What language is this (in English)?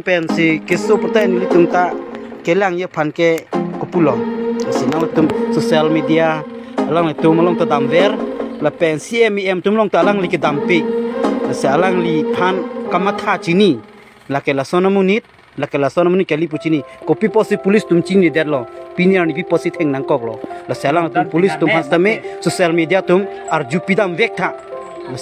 Karbi